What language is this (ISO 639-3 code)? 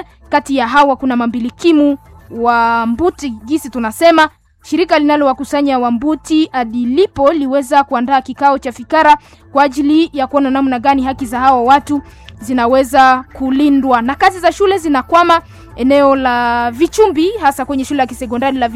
swa